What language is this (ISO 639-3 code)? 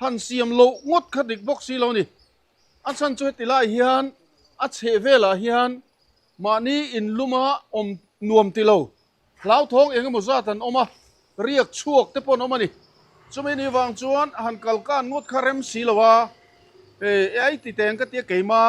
lus